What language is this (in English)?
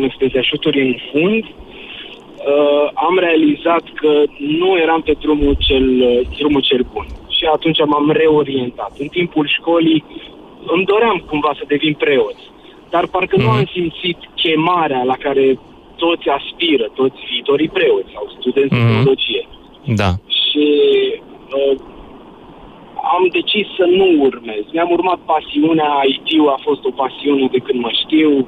Romanian